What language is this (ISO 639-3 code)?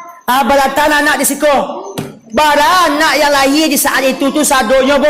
min